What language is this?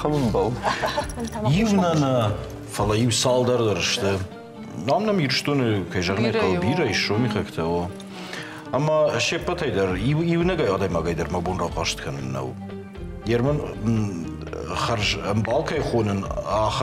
Ossetic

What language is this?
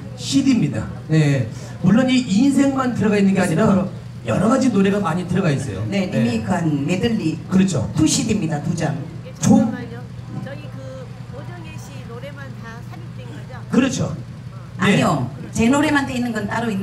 Korean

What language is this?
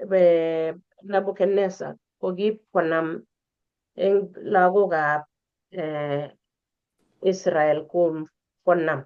Kalenjin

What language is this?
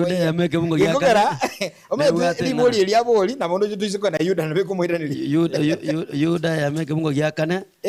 Gusii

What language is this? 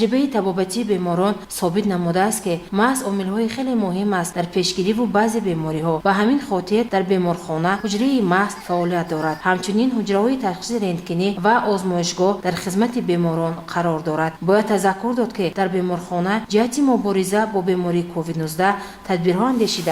Tajik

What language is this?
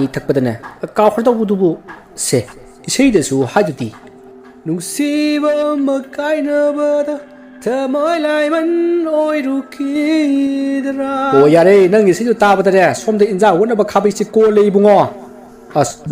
Manipuri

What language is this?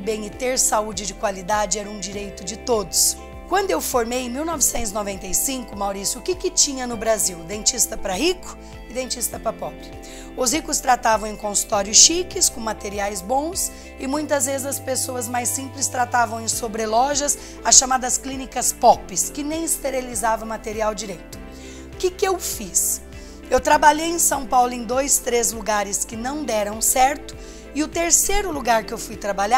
Portuguese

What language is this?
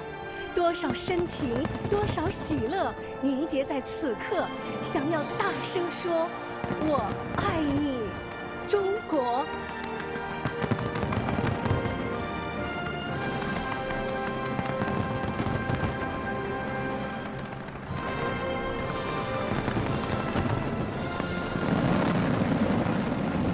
Chinese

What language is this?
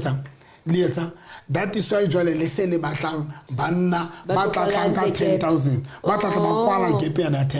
Southern Sotho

